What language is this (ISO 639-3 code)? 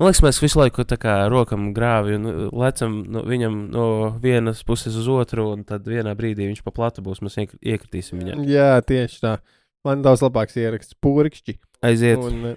lav